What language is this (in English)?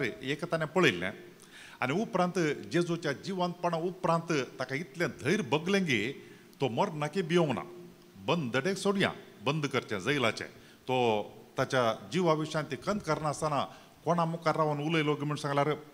Konkani